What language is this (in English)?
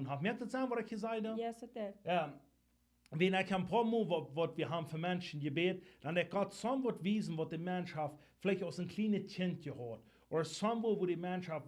Plautdietsch